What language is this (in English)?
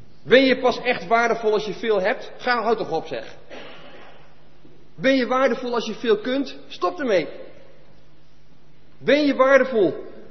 Dutch